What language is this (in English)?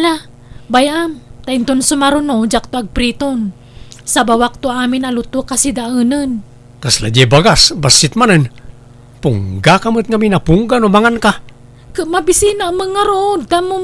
Iloko